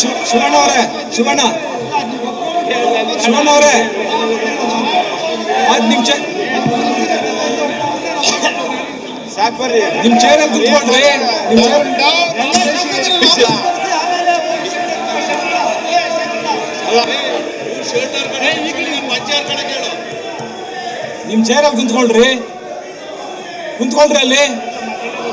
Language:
Kannada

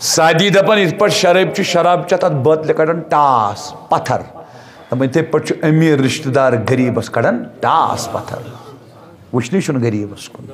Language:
Kashmiri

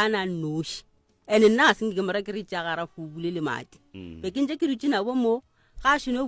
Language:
Northern Sotho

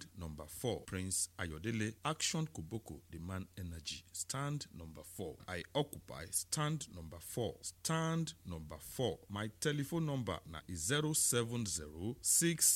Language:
Nigerian Pidgin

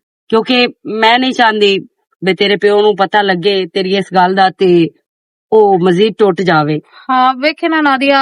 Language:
Western Panjabi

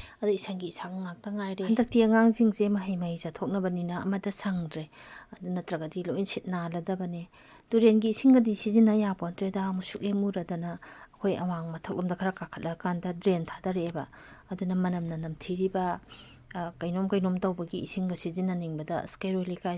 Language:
Manipuri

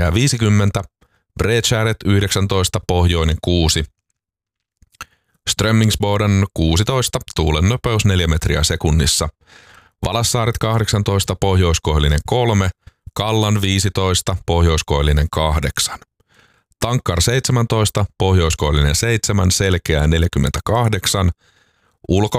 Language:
Finnish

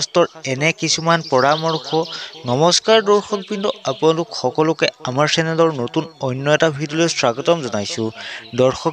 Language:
Assamese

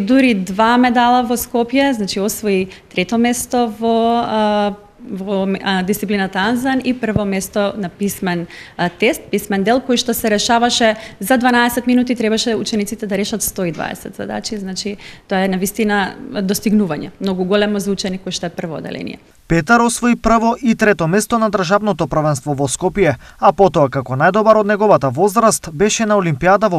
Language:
Macedonian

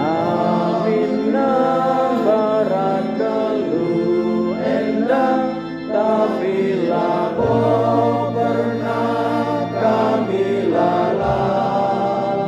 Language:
Batak Karo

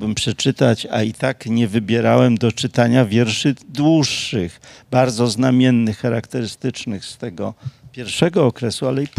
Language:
Polish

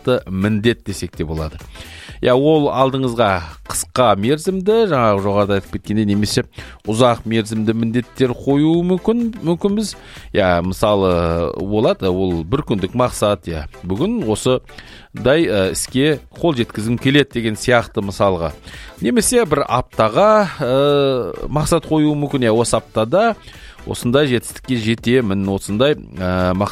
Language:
Kazakh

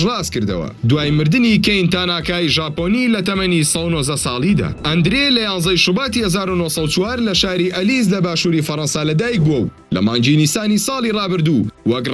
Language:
Central Kurdish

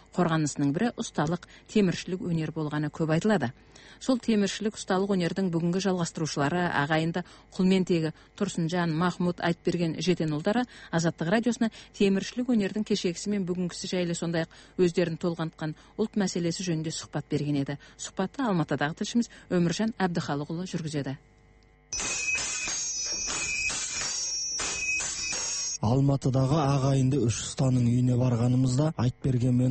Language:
Kazakh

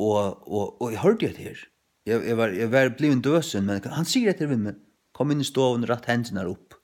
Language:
Faroese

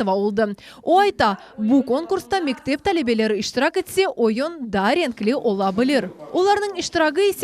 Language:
Crimean Tatar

